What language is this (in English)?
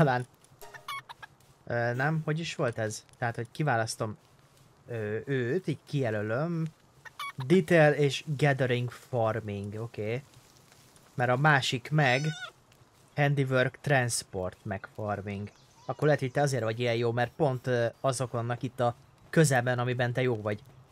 Hungarian